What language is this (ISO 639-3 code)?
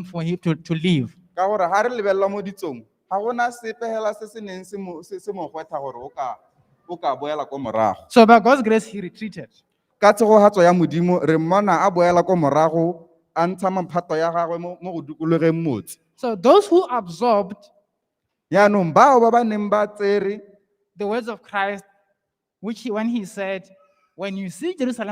tsn